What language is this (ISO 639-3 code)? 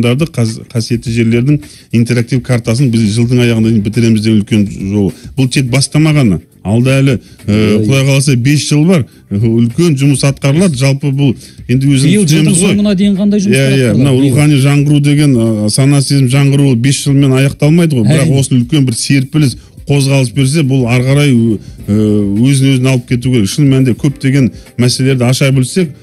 kaz